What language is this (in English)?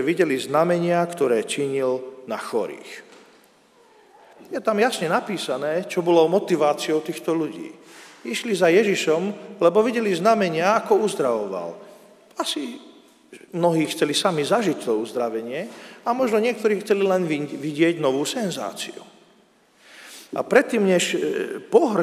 Slovak